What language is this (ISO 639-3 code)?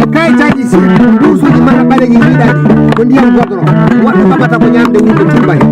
ful